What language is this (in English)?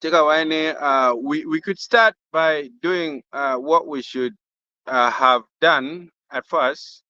Acoli